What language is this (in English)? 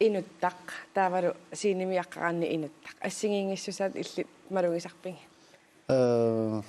Kalaallisut